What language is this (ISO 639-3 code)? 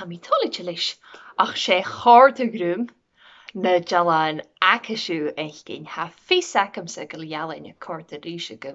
gla